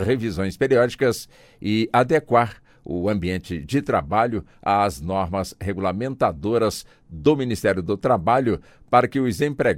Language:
Portuguese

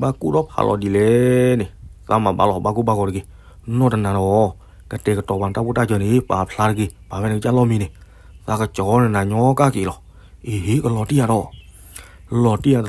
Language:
S'gaw Karen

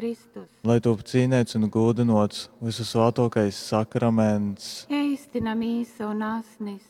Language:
Latgalian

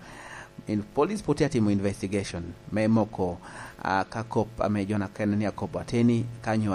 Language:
Lango (Uganda)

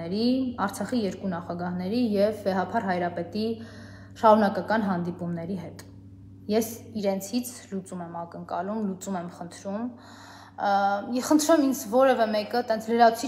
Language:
Armenian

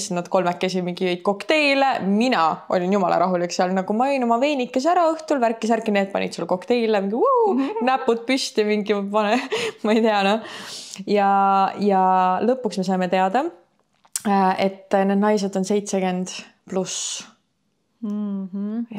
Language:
Estonian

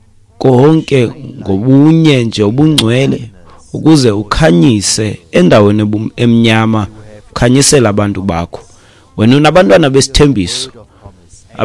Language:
Xhosa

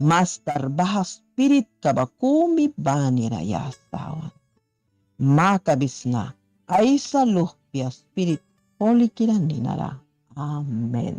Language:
Mískito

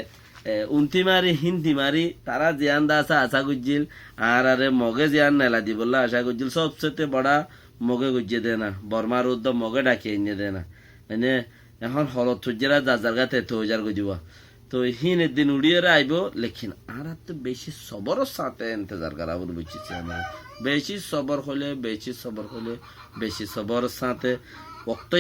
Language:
Rohingya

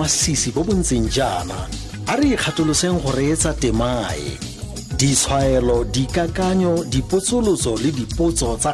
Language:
Tswana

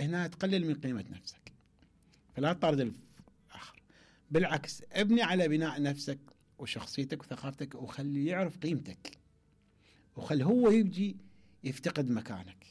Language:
Mesopotamian Arabic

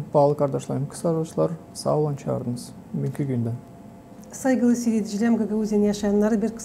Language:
Gagauz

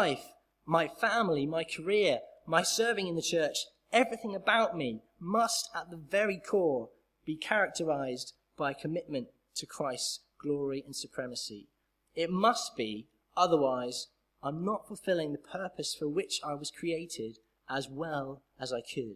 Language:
English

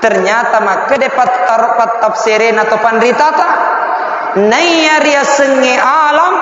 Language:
Buginese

